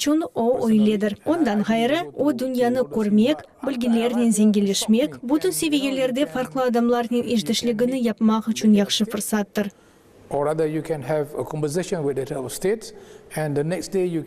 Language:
Crimean Tatar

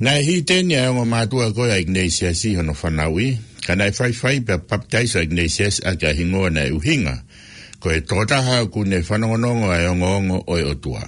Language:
Tongan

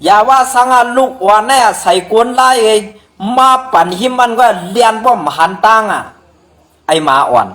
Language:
Shan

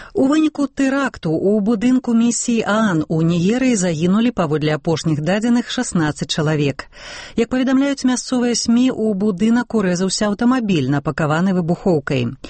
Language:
Belarusian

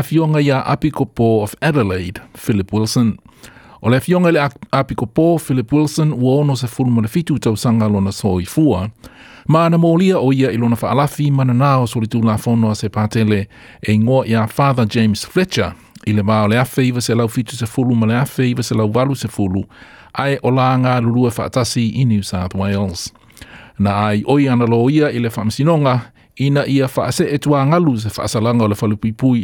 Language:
Samoan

